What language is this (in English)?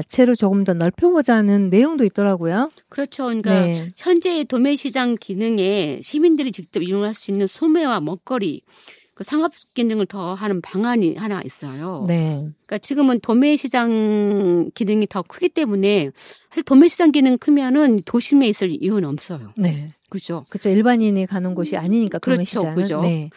Korean